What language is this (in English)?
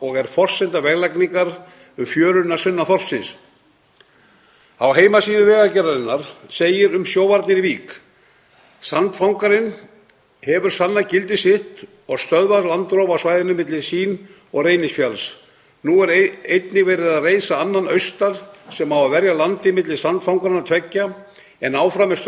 Icelandic